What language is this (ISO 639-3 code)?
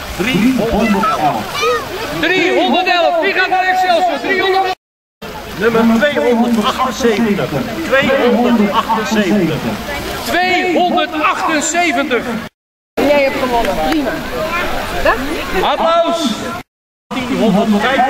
nld